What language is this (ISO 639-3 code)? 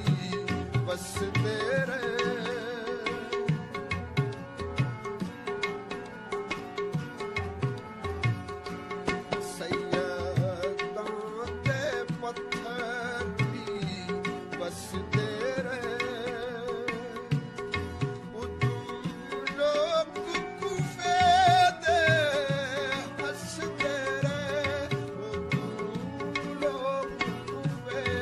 pan